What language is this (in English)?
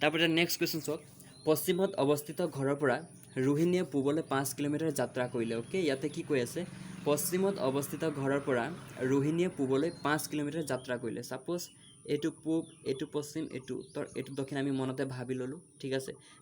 Assamese